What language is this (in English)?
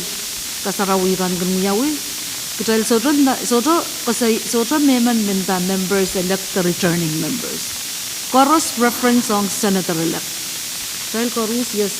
Pohnpeian